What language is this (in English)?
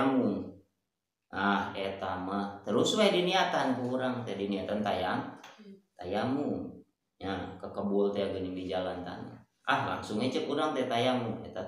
Sundanese